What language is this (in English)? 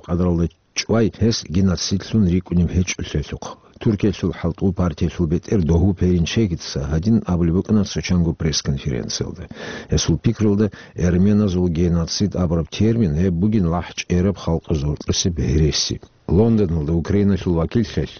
Avaric